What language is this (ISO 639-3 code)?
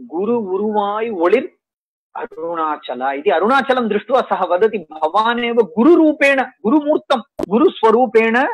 san